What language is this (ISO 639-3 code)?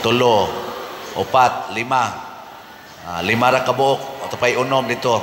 ceb